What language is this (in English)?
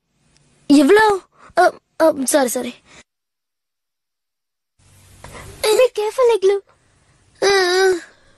Tamil